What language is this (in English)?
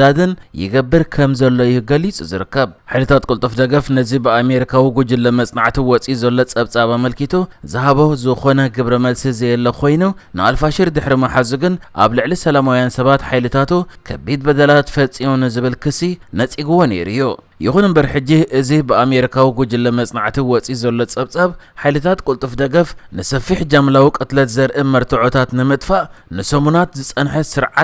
Tigrinya